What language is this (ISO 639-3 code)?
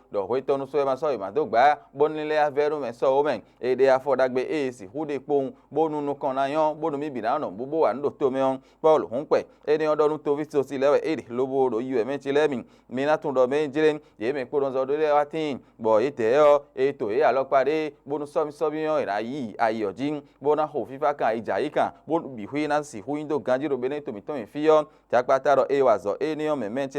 fon